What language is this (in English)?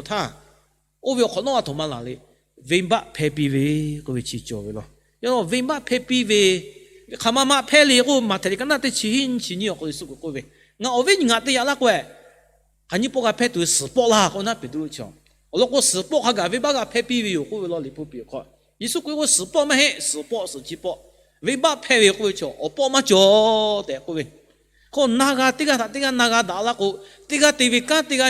Lahu